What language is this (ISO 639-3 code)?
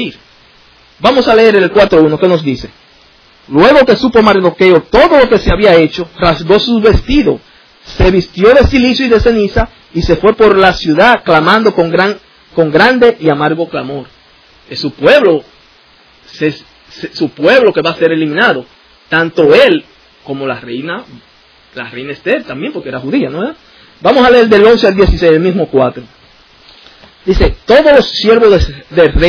spa